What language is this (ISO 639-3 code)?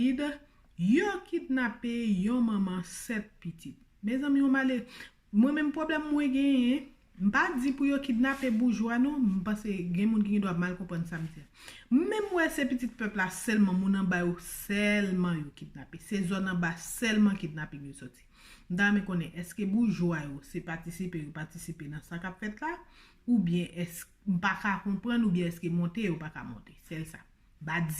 hat